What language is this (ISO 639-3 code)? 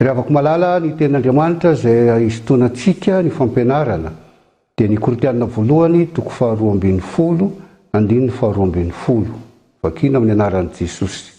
mlg